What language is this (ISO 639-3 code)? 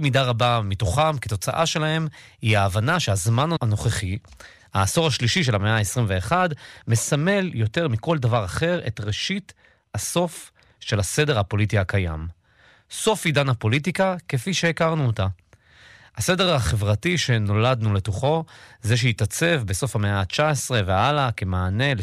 heb